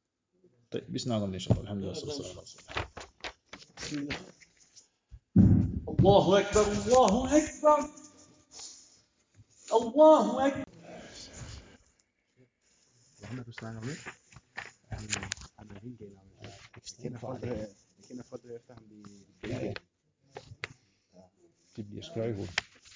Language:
Danish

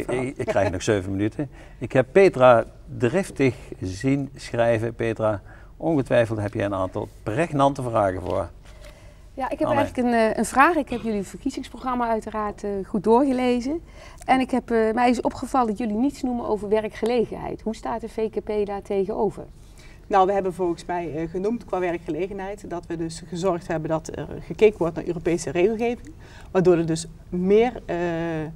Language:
Dutch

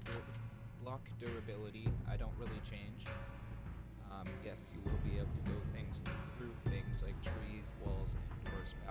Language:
English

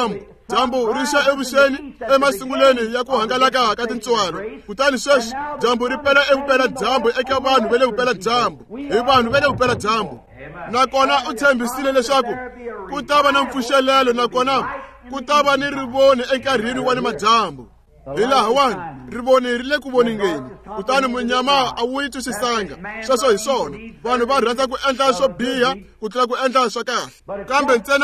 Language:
Tsonga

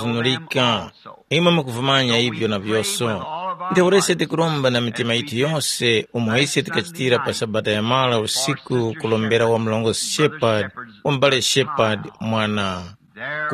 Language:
Tumbuka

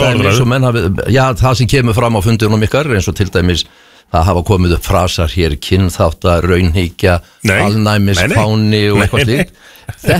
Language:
Icelandic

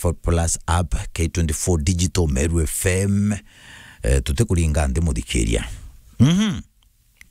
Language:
Meru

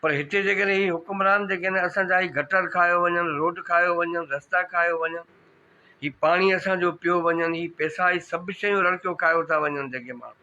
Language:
Sindhi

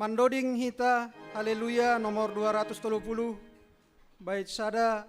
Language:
Batak Simalungun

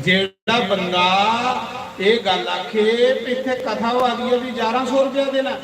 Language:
Dogri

